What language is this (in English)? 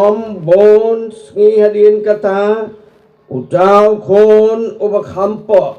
Khasi